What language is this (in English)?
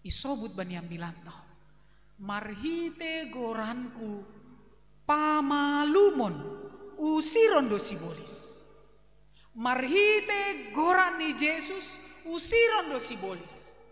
Batak Simalungun